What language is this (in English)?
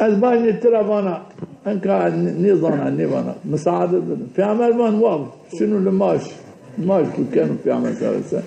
Zaza